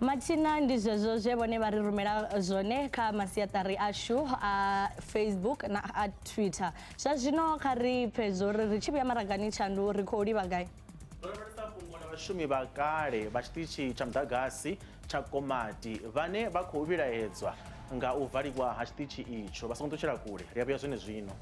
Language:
Venda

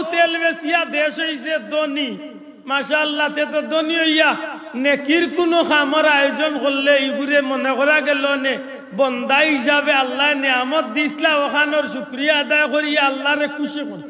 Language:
Sylheti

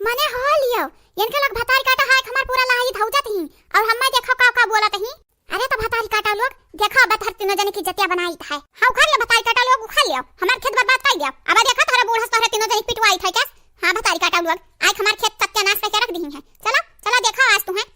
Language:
Awadhi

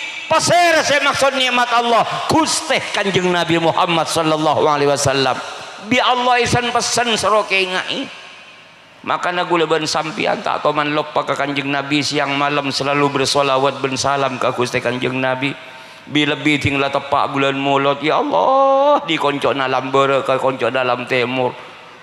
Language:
Madurese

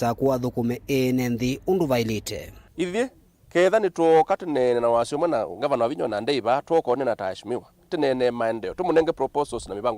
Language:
Kamba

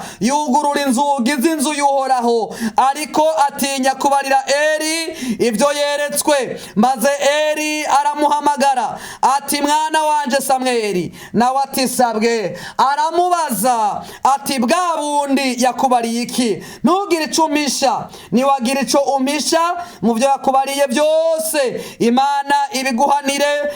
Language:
Rundi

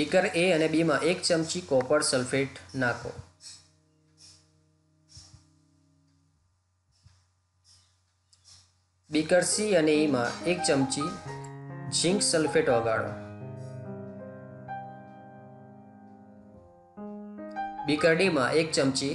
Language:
Gujarati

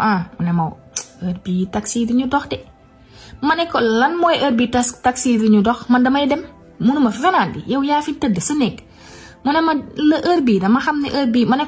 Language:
Wolof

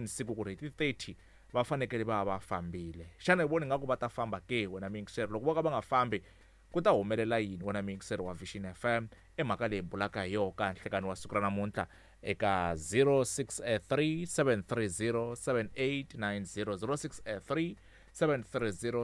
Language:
Tsonga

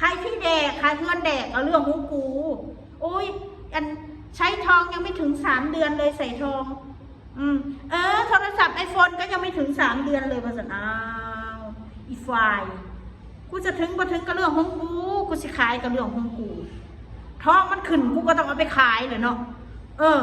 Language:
Northeastern Thai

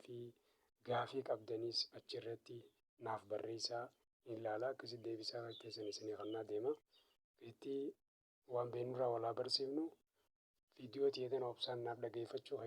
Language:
Oromo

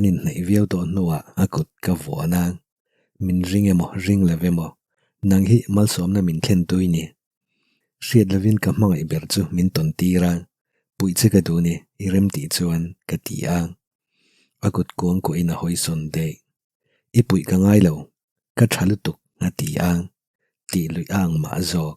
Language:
Mizo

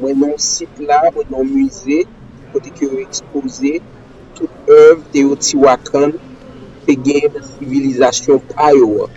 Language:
Haitian Creole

